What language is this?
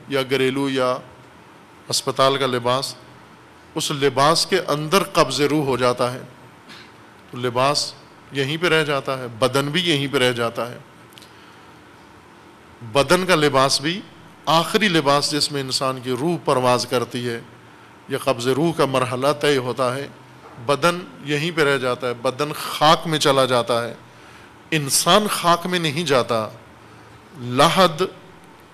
Urdu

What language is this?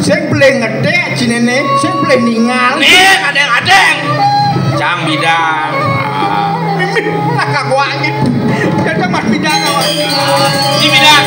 Balinese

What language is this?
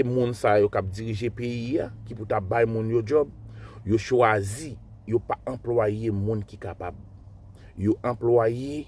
Haitian Creole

